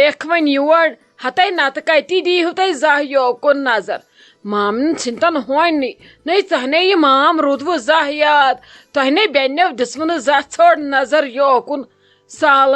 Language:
Kashmiri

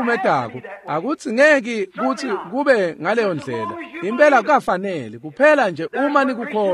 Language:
Swati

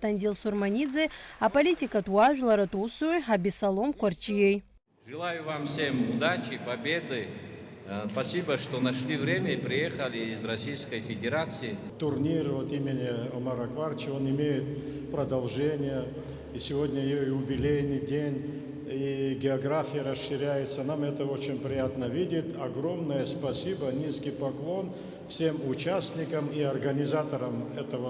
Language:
Abkhazian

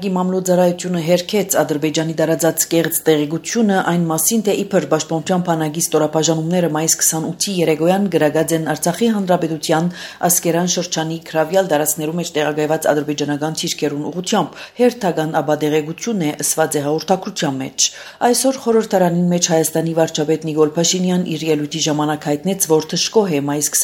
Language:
Armenian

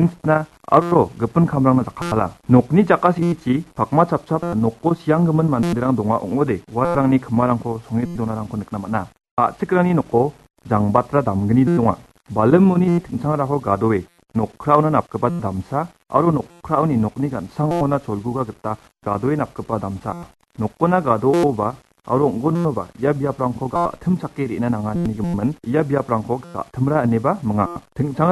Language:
Garo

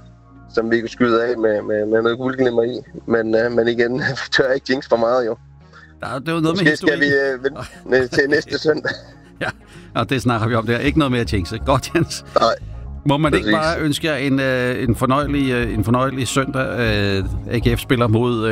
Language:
Danish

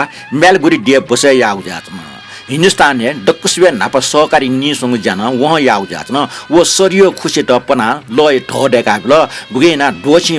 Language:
Newari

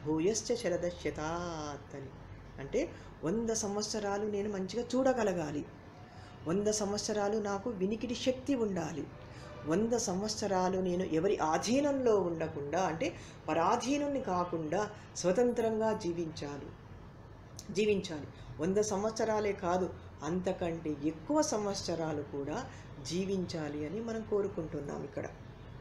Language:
Telugu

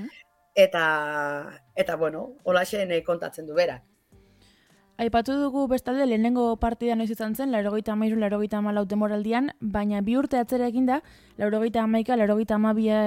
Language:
Basque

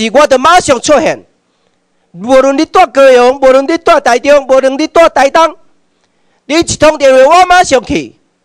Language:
Chinese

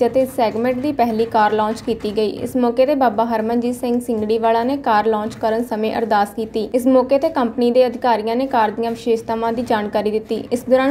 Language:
Punjabi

